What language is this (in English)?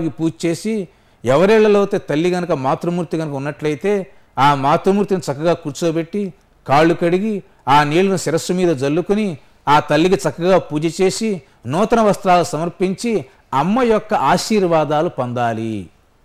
Telugu